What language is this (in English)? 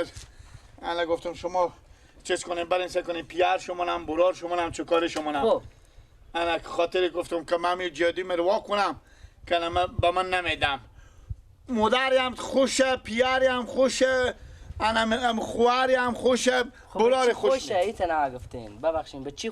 Persian